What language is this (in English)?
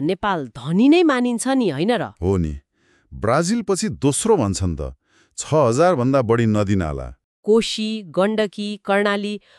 Nepali